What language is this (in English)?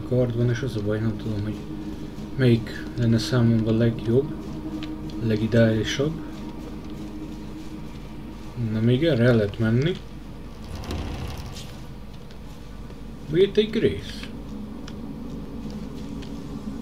Hungarian